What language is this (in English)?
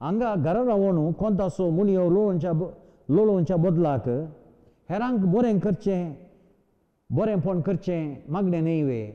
Konkani